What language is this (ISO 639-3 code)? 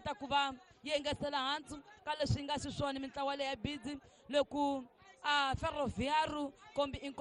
tso